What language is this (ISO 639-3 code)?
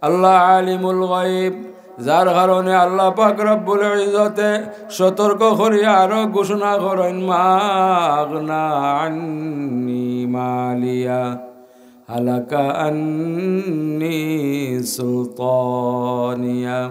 syl